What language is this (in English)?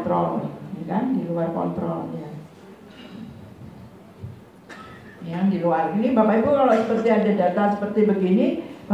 Indonesian